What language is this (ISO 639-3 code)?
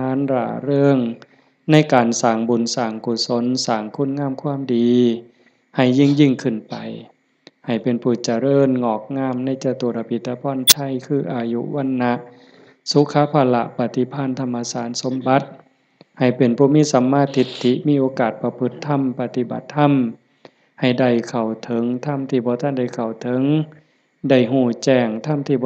tts